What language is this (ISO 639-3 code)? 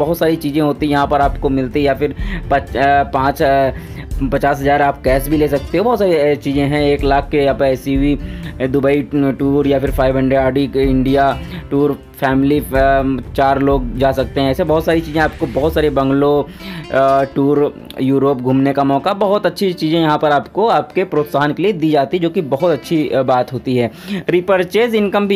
hin